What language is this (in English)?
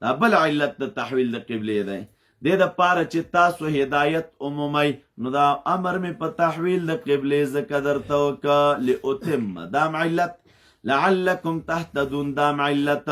Pashto